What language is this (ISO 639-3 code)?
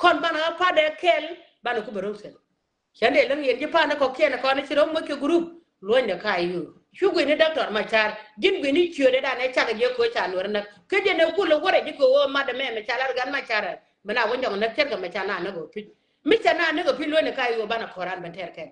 nus